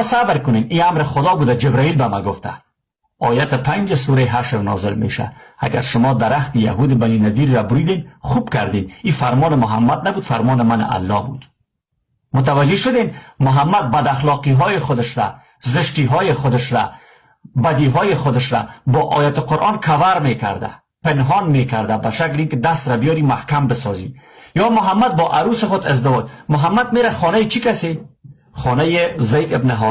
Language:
Persian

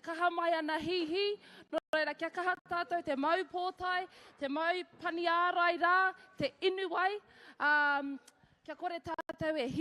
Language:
Māori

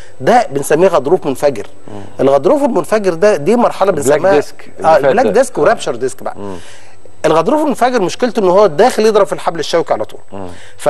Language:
Egyptian Arabic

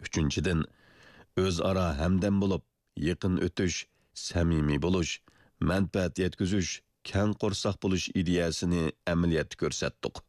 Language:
Uyghur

